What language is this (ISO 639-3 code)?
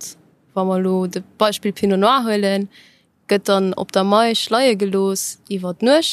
ltz